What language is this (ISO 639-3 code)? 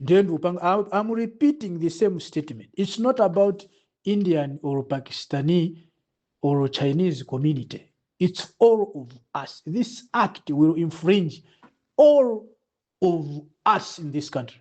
nya